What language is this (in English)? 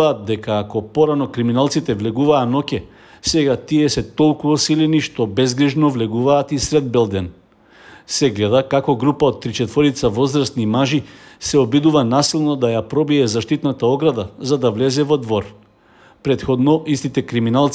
Macedonian